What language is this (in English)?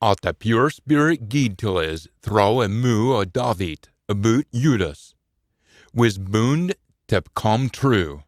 Scots